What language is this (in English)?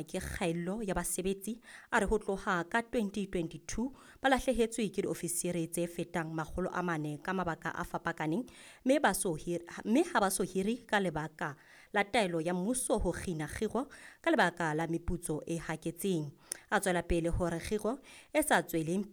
Southern Sotho